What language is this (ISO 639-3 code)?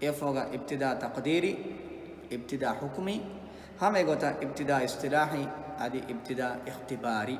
div